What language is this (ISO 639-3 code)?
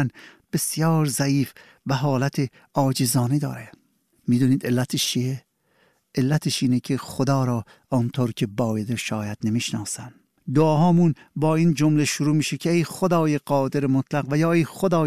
fas